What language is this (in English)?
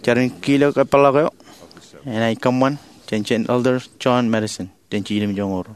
Marshallese